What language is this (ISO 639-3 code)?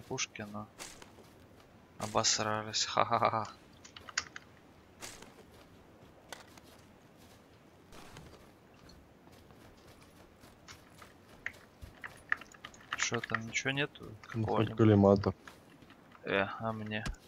rus